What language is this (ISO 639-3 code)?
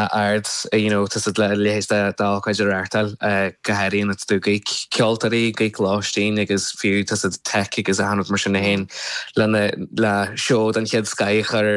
gle